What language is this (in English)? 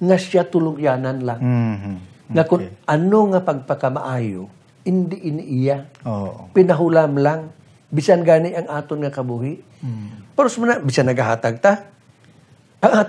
Hiligaynon